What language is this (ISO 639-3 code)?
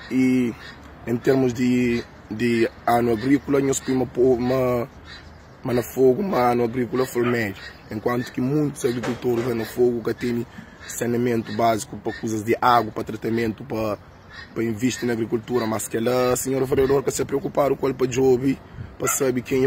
kea